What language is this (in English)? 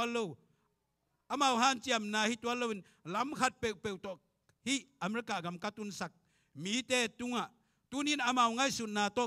Tedim Chin